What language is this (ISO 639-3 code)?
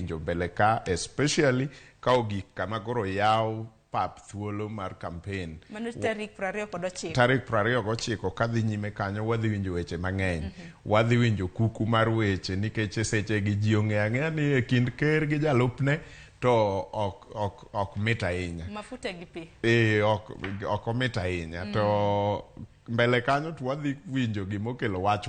luo